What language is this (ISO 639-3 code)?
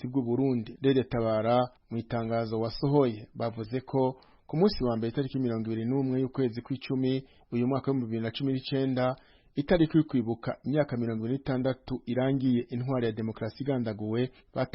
run